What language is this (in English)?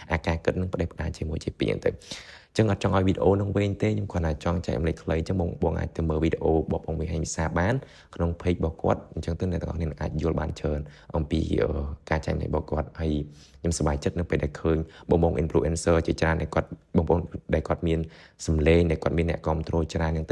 Khmer